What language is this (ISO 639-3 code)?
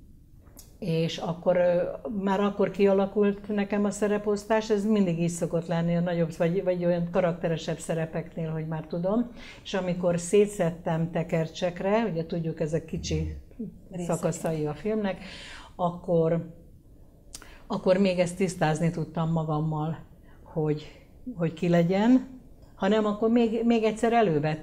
hun